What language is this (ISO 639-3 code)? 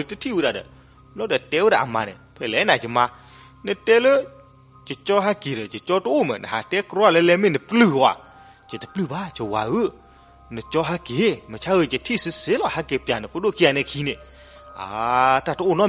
ksw